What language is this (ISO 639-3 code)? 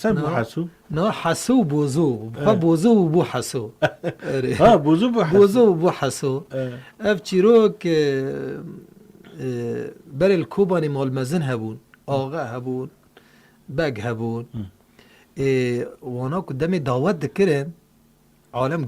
kur